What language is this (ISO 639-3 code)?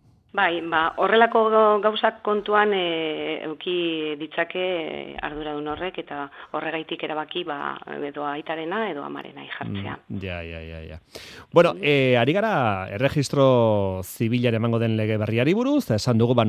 eus